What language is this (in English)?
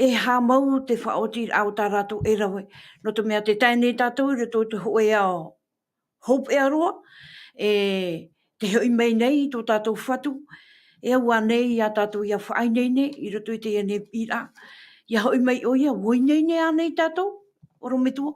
Tahitian